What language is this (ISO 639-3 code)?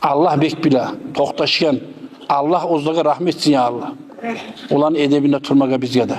kum